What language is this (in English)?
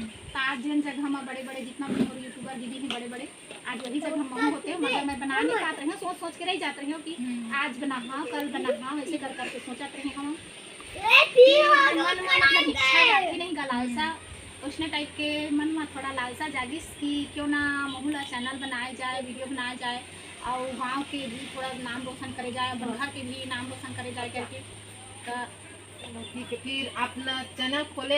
Chhattisgarhi